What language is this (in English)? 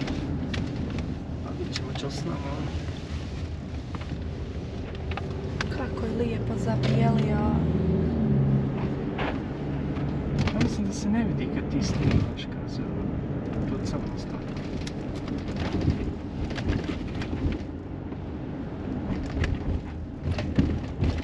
Bosnian